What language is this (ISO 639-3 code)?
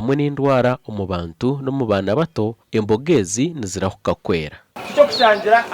nyn